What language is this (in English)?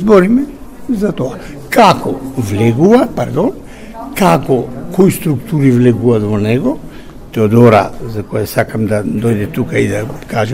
Macedonian